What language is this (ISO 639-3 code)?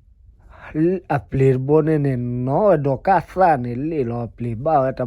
ksw